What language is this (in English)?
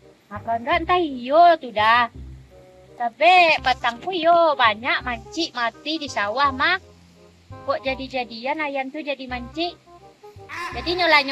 Minangkabau